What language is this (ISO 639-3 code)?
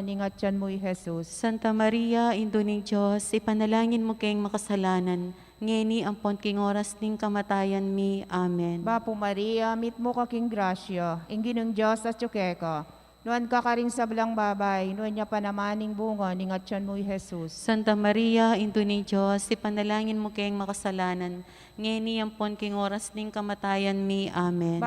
pam